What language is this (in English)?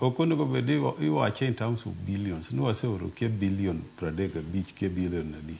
Luo (Kenya and Tanzania)